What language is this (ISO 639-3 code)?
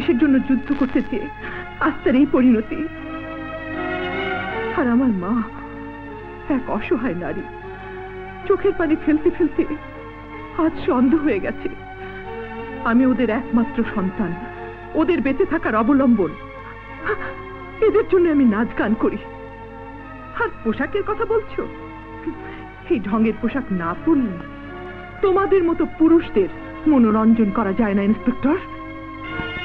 ben